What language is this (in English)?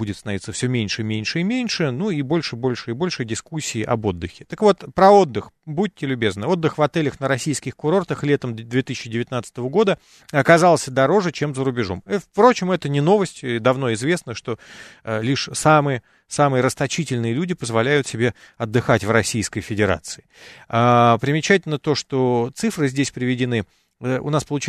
Russian